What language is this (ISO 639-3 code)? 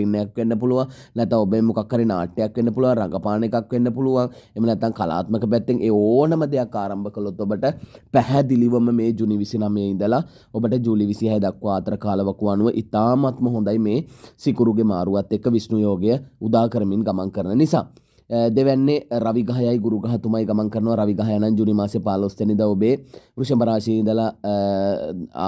sin